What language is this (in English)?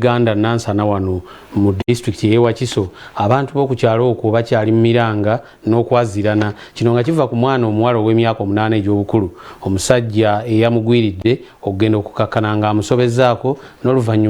Ganda